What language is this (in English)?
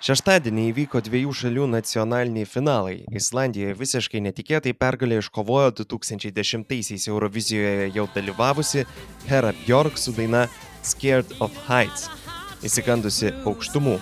Lithuanian